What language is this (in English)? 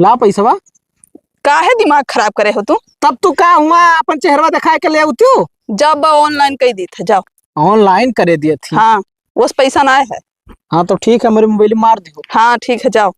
Awadhi